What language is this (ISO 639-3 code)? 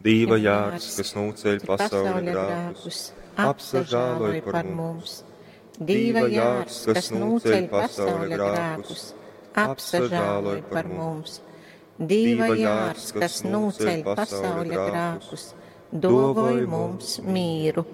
ltg